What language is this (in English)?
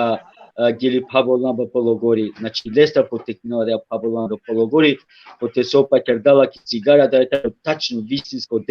Balkan Romani